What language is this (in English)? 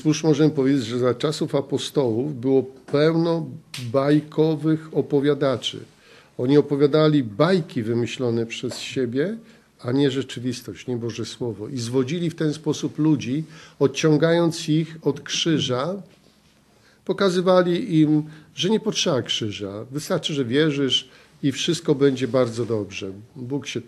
Polish